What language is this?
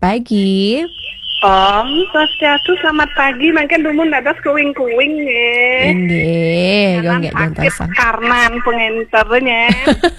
Balinese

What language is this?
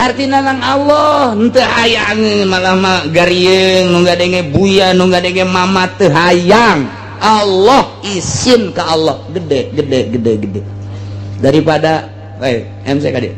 Sundanese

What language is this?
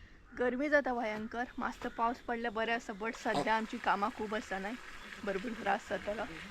Konkani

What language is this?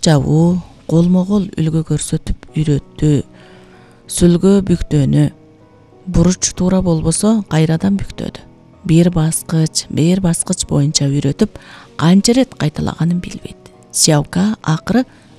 Kyrgyz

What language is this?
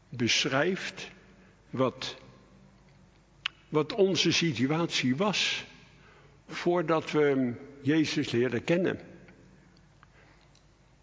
Dutch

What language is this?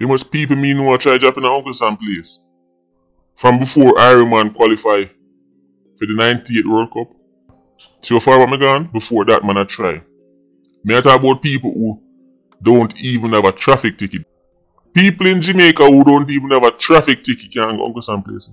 Jamaican Creole English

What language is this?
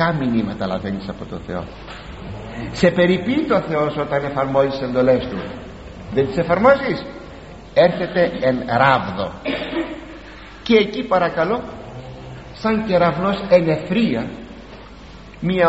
Greek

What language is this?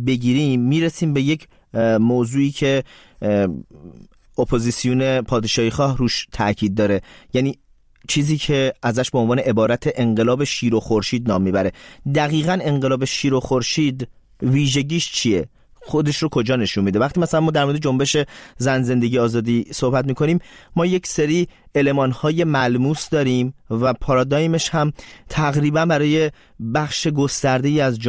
Persian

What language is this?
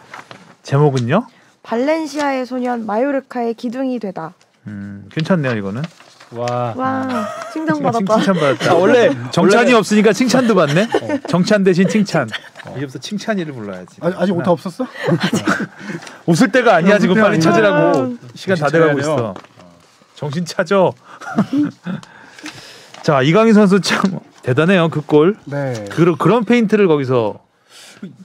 Korean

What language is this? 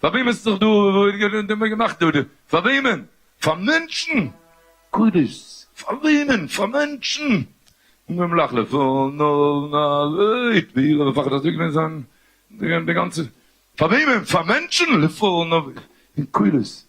Yiddish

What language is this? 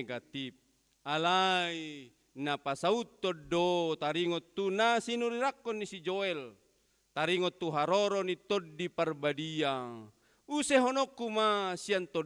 Batak Toba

